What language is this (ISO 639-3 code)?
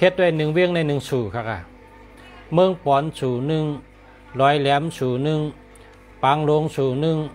shn